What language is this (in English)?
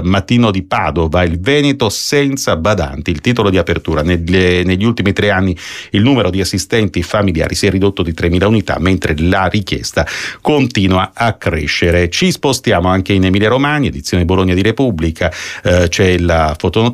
Italian